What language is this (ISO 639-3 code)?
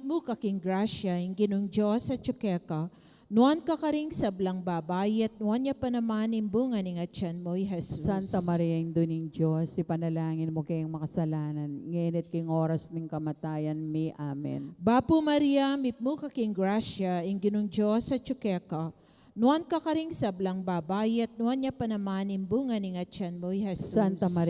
pam